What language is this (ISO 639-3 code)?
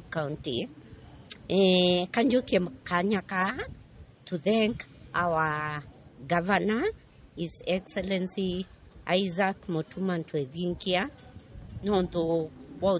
mer